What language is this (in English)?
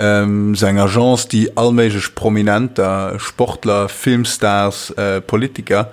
Luxembourgish